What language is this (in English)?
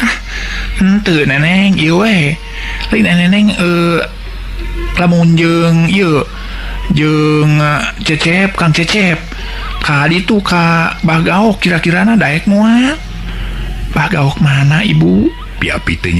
Sundanese